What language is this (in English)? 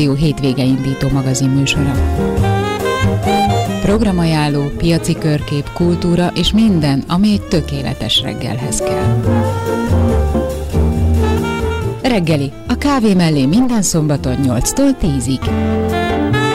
Hungarian